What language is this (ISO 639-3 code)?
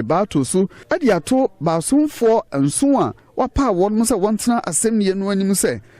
aka